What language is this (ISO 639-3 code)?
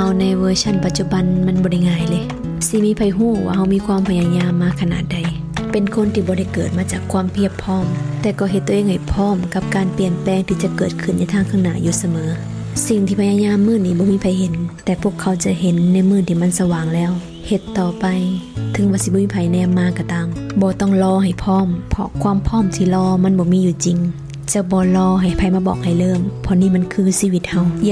tts